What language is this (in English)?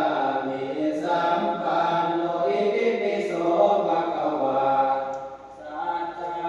Pali